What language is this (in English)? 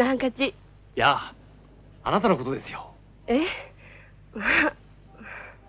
Japanese